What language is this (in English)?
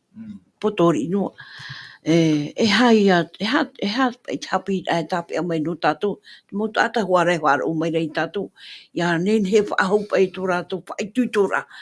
Tahitian